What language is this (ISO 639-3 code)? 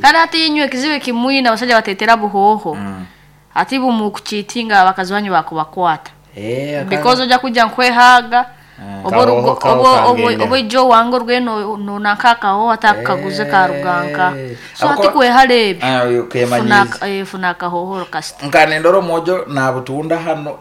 nyn